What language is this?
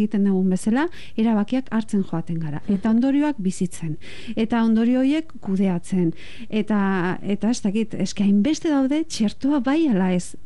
Basque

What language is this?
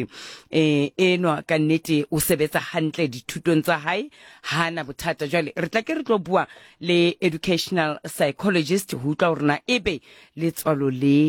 Southern Sotho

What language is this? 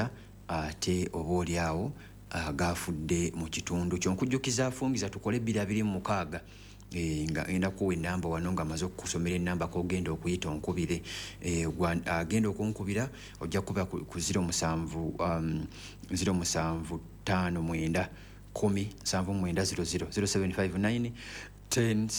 Ganda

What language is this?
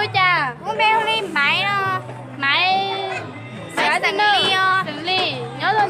Hmong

